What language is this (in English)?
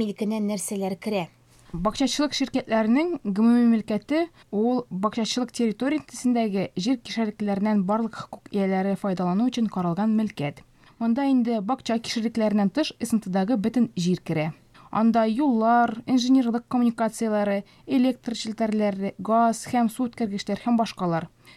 Tatar